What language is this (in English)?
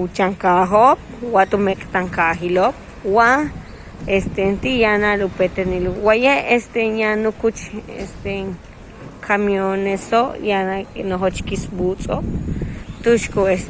Yucateco